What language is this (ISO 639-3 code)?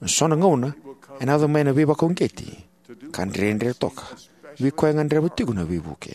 fij